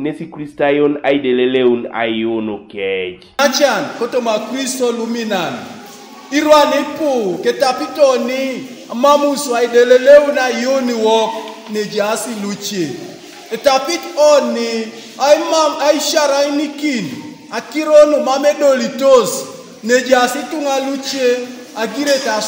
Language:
Teso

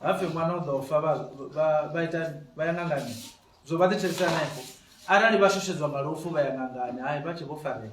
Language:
Venda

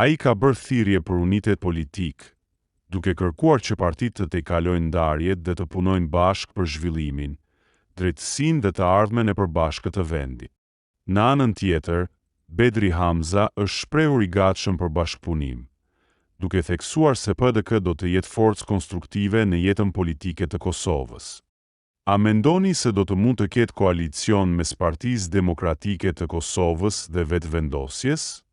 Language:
Albanian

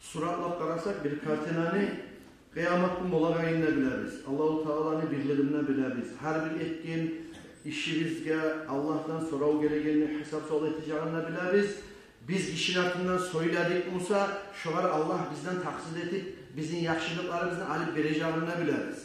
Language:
Kumyk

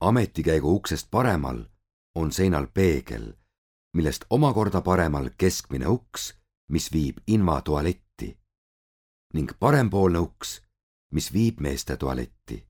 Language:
Estonian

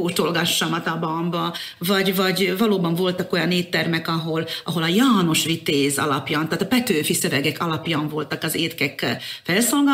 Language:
Hungarian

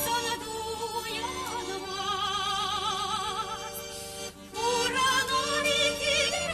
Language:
Chuvash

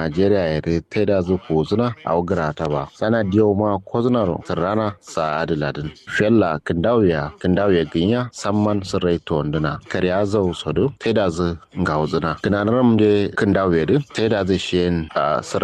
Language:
Kanuri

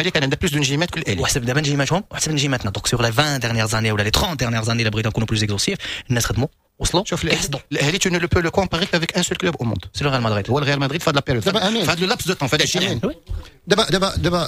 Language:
Moroccan Arabic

